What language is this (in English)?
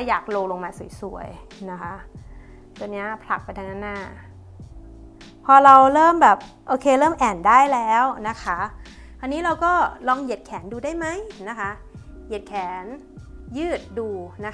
Thai